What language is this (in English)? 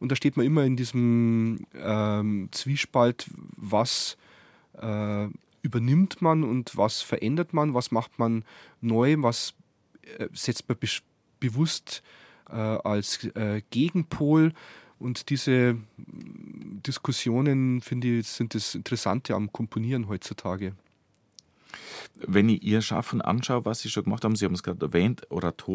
German